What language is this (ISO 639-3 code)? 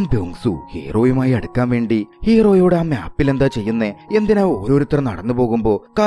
mal